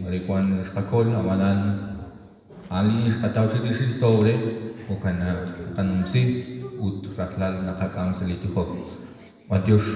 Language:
Kekchí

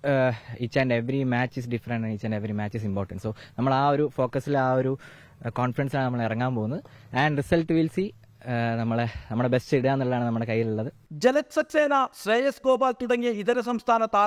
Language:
Malayalam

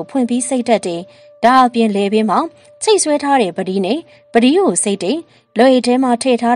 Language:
Burmese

